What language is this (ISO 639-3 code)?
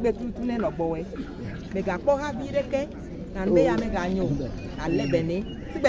ewe